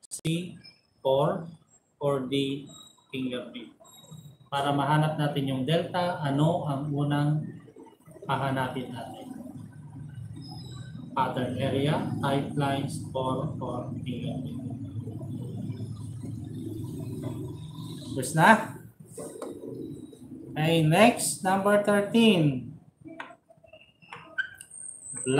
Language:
Filipino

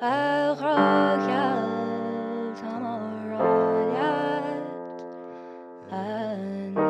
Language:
Irish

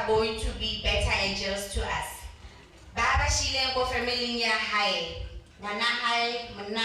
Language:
Northern Sotho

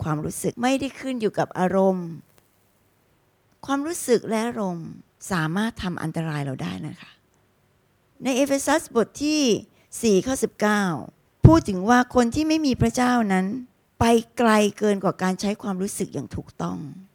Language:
Thai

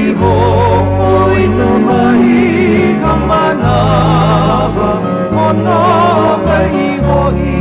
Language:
Hawaiian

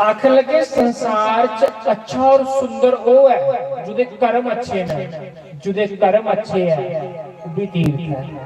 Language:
Dogri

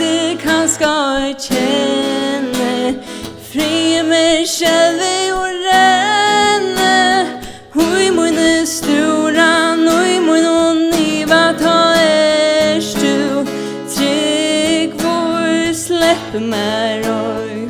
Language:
Faroese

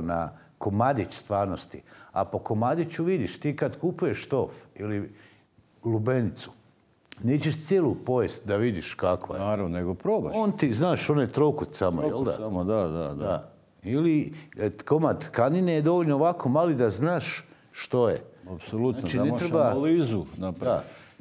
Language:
Croatian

